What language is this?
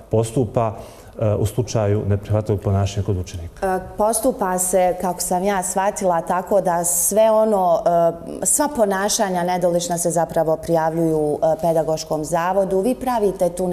Bosnian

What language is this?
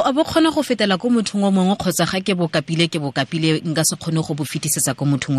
Tswana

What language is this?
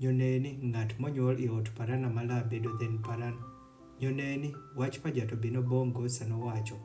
Adhola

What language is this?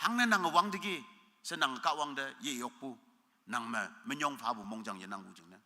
Konyak Naga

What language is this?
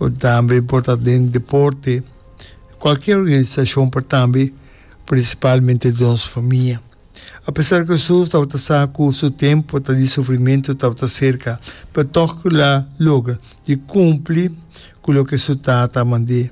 Papiamento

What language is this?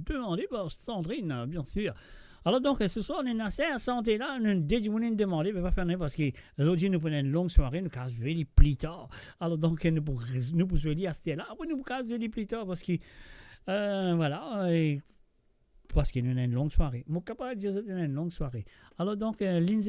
Morisyen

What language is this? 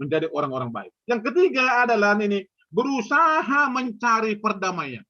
Batak Simalungun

